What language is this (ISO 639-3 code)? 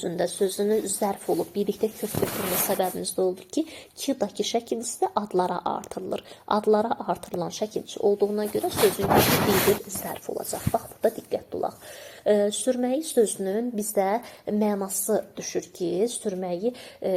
aze